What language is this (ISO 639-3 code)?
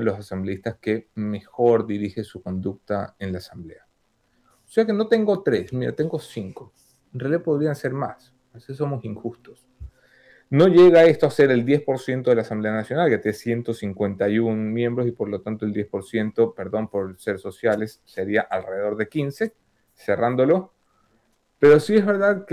spa